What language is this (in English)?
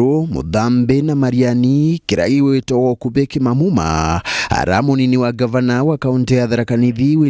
Meru